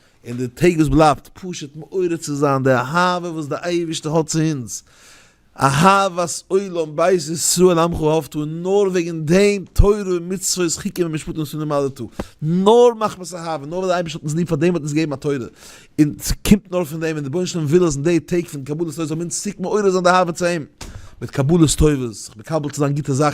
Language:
Yiddish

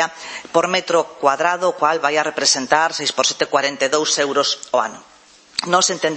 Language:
Galician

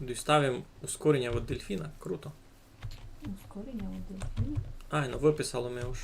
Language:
Rusyn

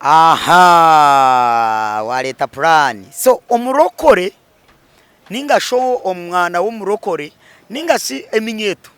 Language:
Nyankole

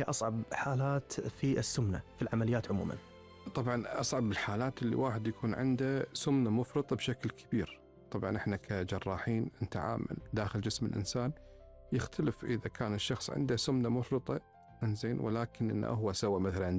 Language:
Gulf Arabic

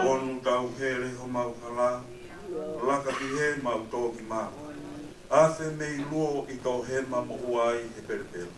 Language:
Tongan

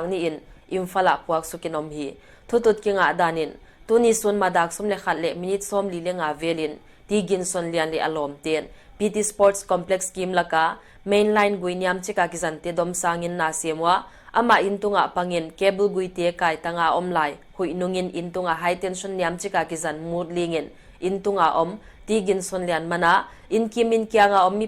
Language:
Paite Chin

